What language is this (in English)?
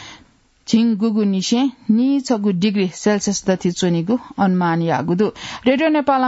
Newari